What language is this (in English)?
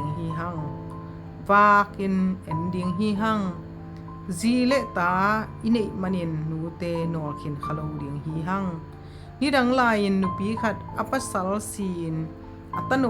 Tedim Chin